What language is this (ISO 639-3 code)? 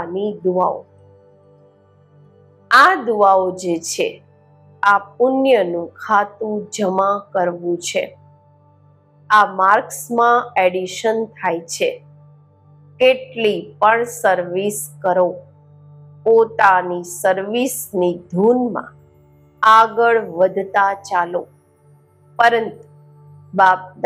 guj